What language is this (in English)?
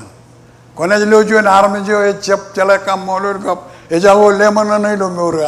Marshallese